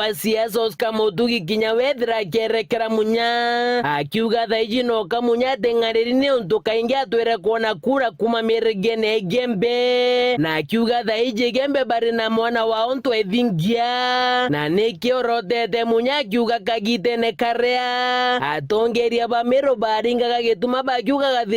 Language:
Meru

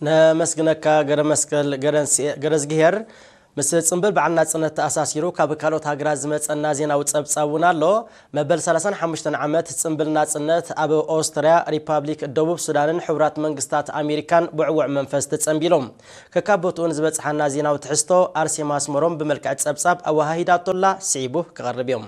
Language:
Tigrinya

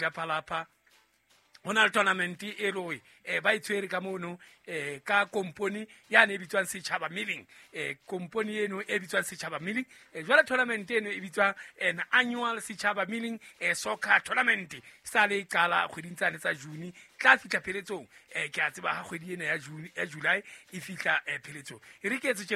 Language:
Southern Sotho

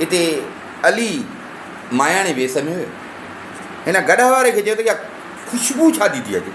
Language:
Sindhi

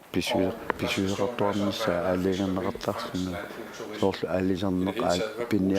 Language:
Kalaallisut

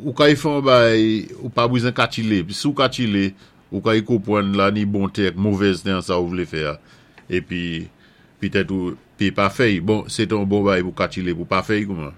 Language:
Saint Lucian Creole French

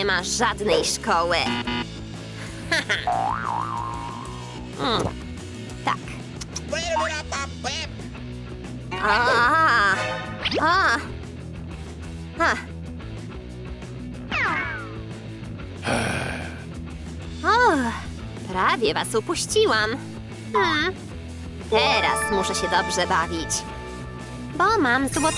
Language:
Polish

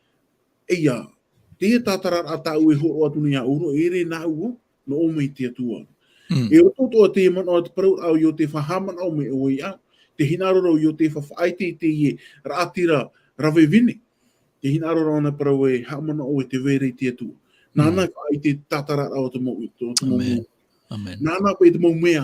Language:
Tahitian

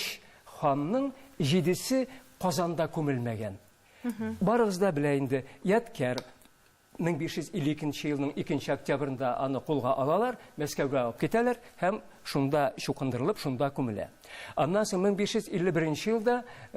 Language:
Tatar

